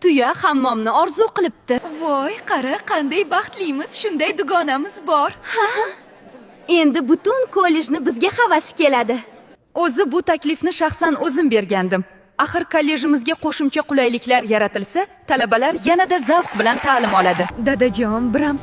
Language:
Uzbek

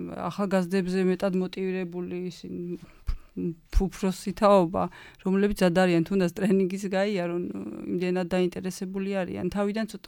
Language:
Georgian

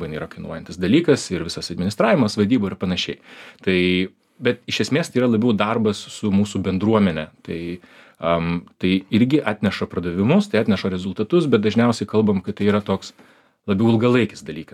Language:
Lithuanian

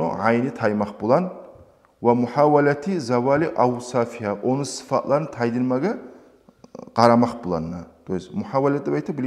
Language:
Kumyk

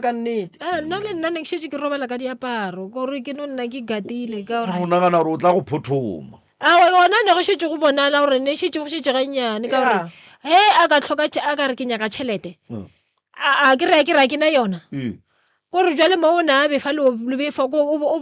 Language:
Northern Sotho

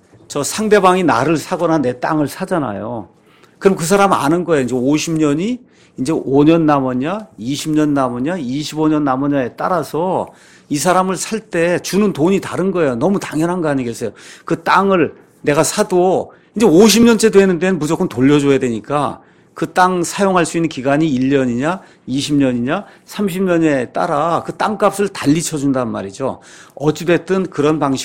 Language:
Korean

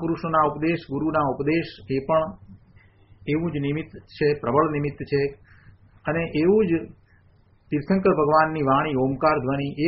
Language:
Gujarati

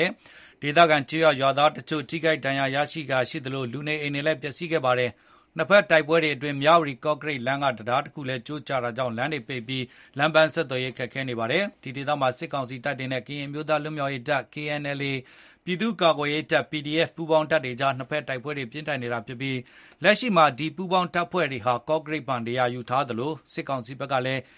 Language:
Burmese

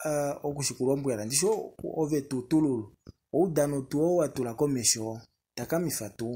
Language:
Kuanyama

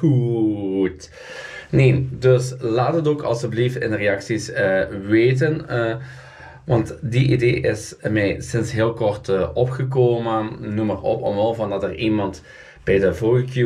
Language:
Dutch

